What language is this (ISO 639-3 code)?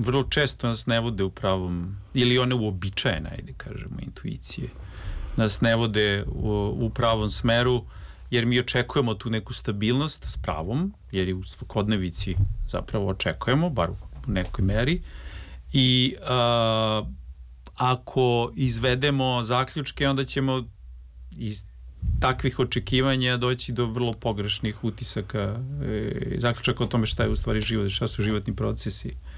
srp